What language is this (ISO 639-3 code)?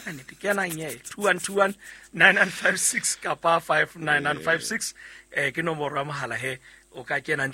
sot